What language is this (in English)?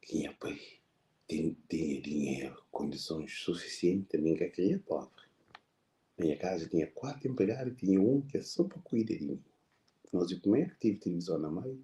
Kabuverdianu